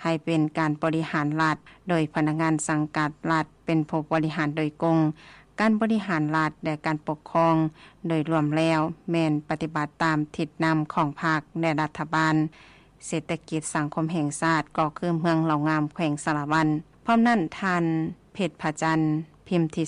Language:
Lao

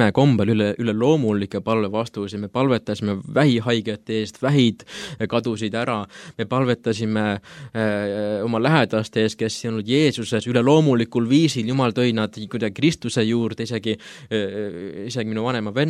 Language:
Estonian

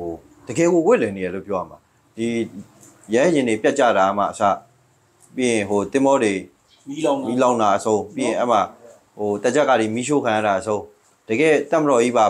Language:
Burmese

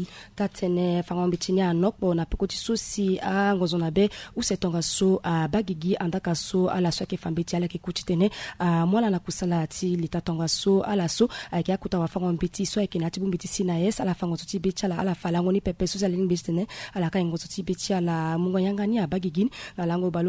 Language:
Sango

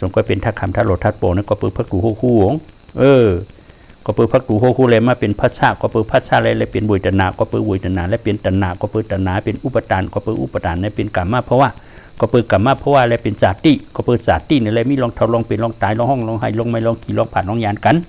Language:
Shan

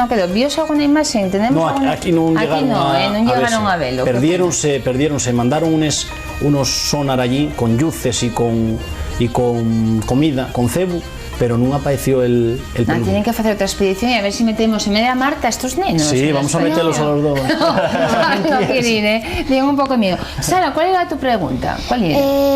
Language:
Asturian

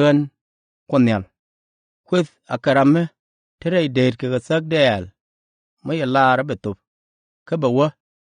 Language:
Nuer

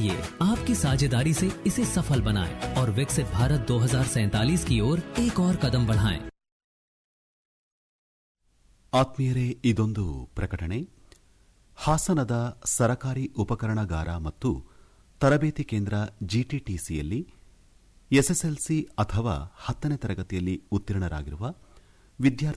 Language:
Kannada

